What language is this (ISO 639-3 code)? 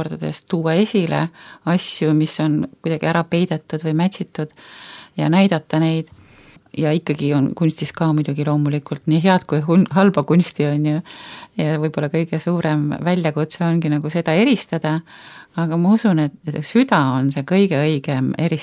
est